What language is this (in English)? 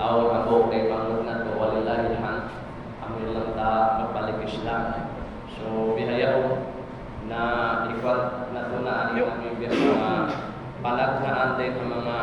Tausug